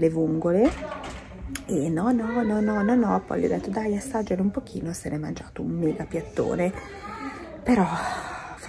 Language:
Italian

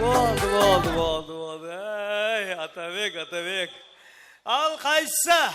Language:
Kara-Kalpak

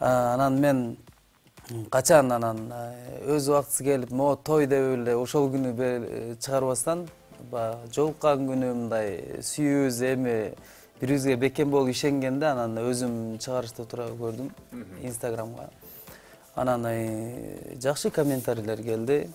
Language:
Kyrgyz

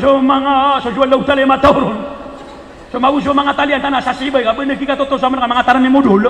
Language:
Maranao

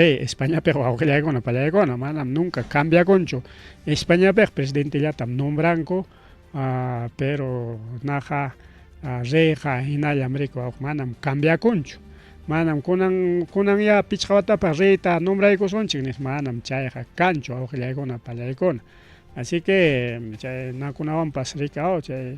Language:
Ayacucho Quechua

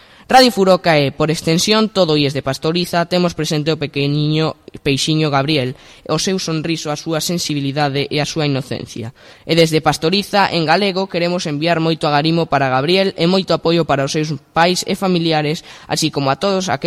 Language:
Galician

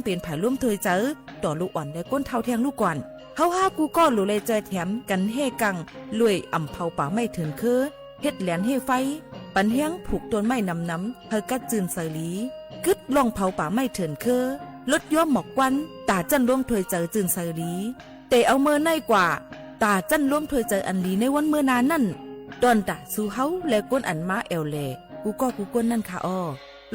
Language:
Shan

